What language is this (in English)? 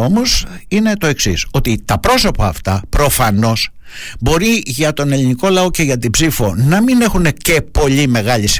Greek